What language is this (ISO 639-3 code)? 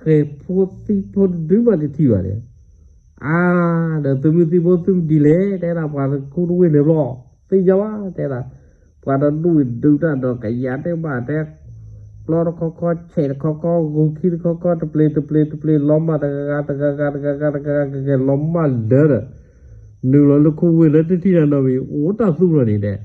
ksw